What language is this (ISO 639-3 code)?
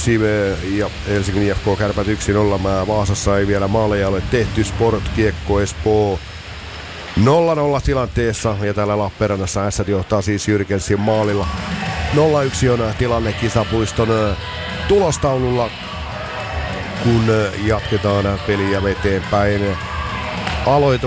fin